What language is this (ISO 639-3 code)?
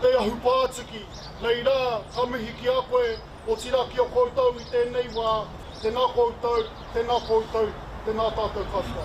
mri